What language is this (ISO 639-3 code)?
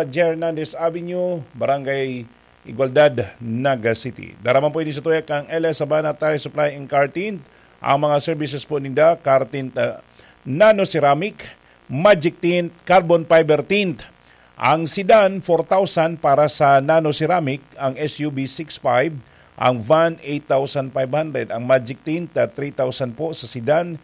bik